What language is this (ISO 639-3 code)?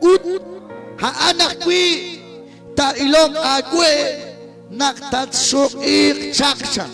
kek